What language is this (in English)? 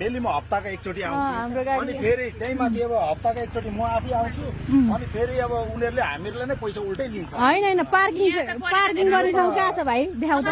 Nepali